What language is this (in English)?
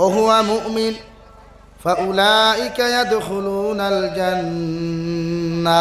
Sylheti